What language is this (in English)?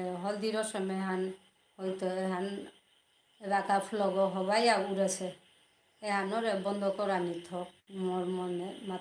Bishnupriya